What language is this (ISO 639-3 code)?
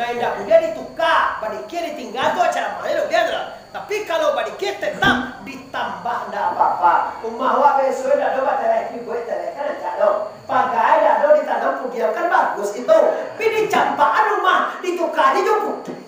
min